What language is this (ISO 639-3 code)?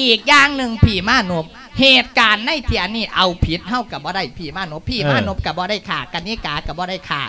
lao